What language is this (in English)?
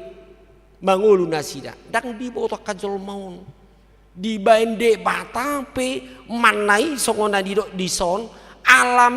Batak Toba